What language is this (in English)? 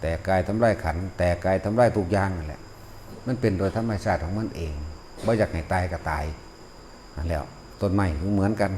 Northeastern Thai